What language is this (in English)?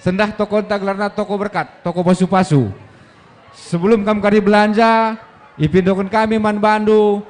Batak Karo